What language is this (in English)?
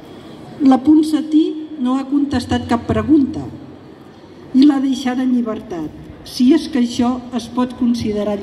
Catalan